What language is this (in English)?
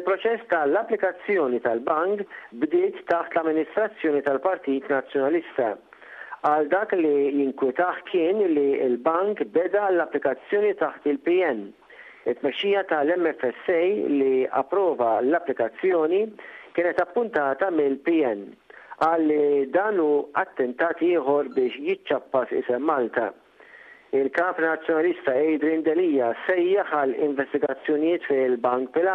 Maltese